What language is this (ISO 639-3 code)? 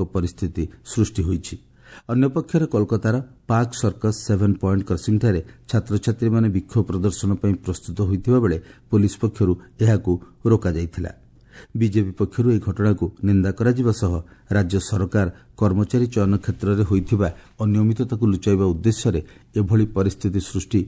ori